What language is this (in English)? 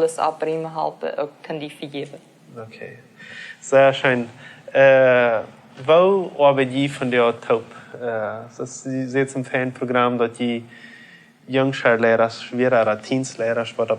Plautdietsch